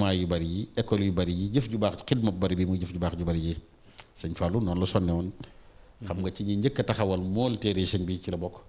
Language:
Wolof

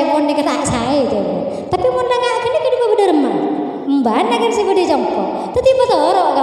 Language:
Madurese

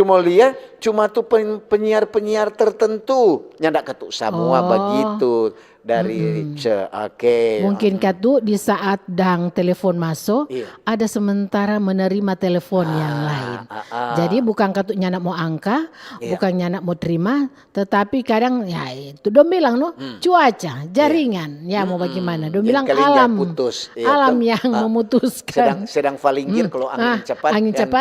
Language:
Manado Malay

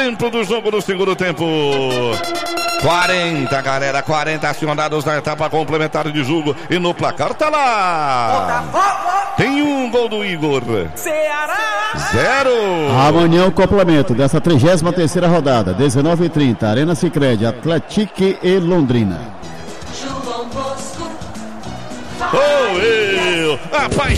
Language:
Portuguese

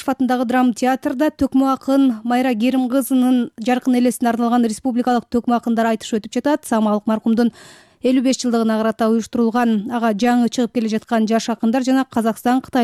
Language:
Kyrgyz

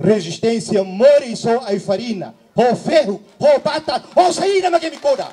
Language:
Tetum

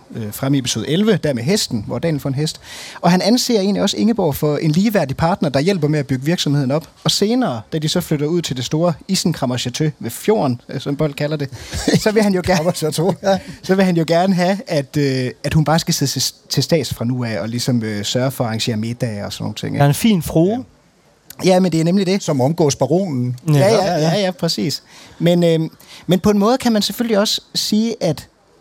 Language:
Danish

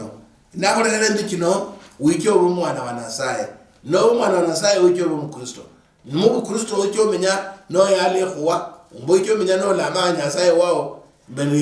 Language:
Luyia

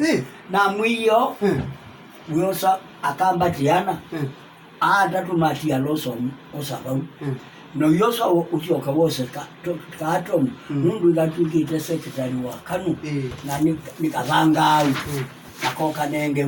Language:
Kamba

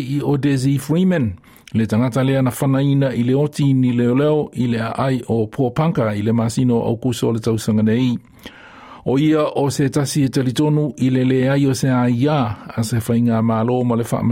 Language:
Samoan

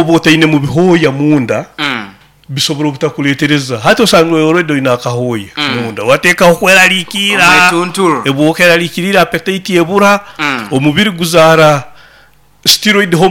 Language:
Nyoro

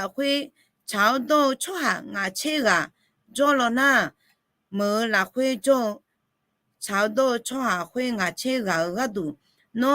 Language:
Akha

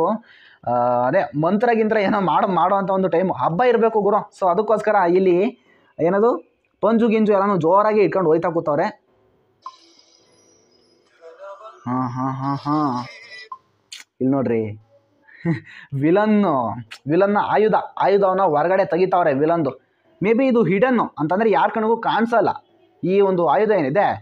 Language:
Kannada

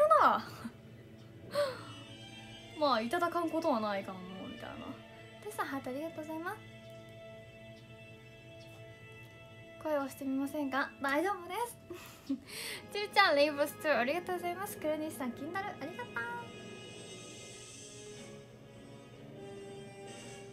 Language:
Japanese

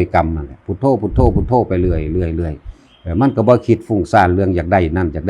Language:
Northeastern Thai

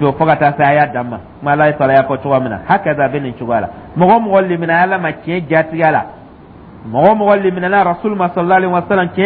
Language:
Dyula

